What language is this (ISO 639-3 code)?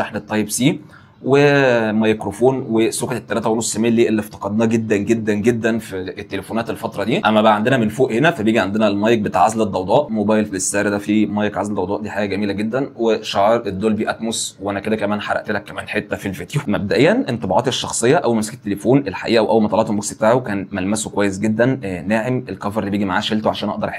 arz